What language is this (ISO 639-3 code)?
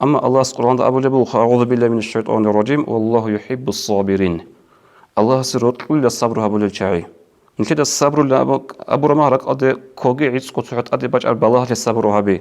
ava